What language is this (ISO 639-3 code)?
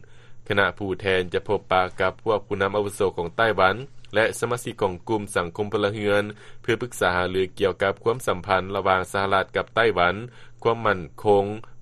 lao